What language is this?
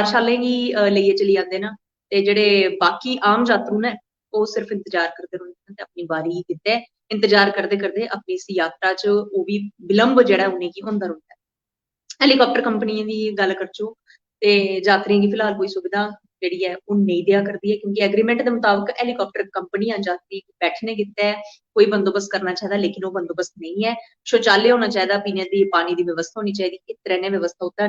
Dogri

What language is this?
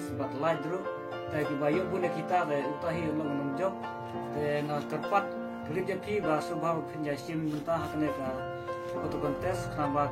Khasi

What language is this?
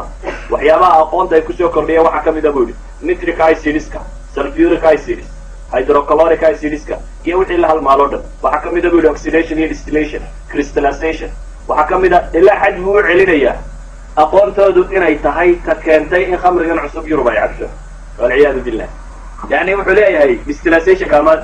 Somali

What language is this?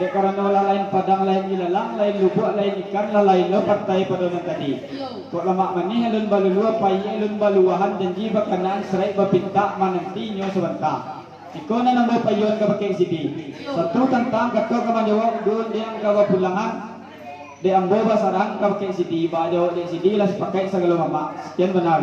Minangkabau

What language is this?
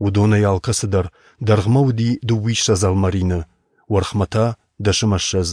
Ossetic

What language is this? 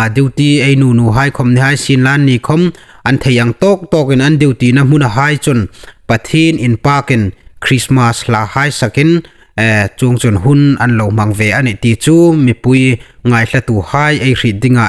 Hmar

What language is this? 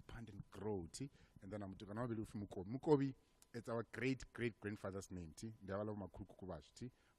Venda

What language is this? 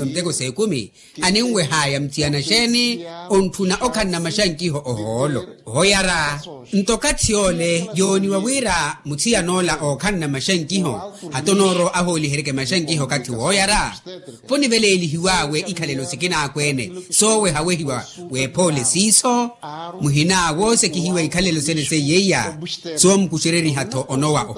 Makhuwa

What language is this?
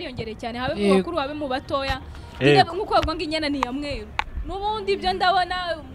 Kinyarwanda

